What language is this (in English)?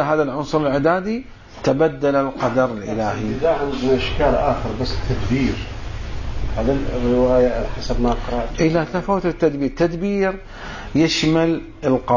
Arabic